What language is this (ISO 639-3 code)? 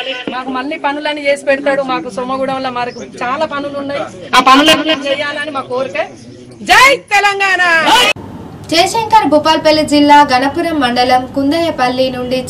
tel